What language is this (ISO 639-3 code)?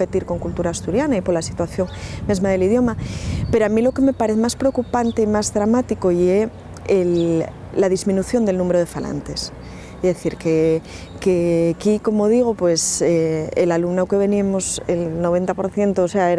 ast